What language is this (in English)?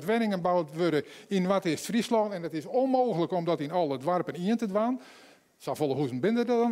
Western Frisian